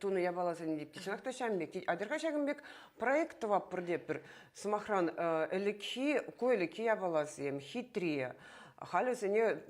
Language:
Chuvash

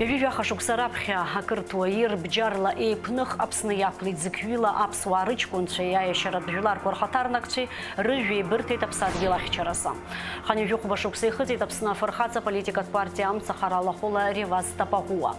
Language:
Abkhazian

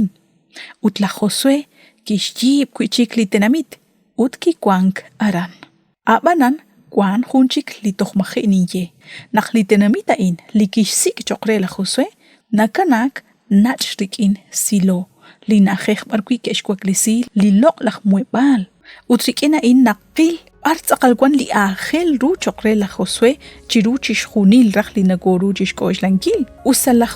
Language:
Kekchí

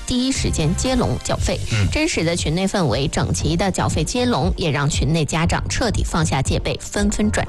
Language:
Chinese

